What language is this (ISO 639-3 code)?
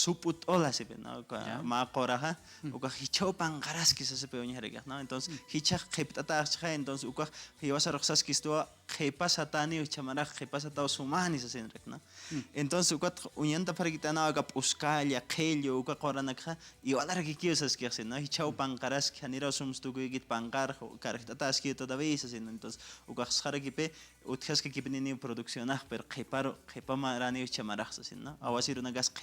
aym